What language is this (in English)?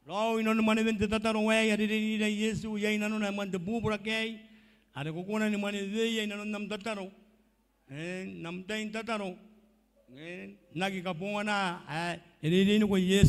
Gilbertese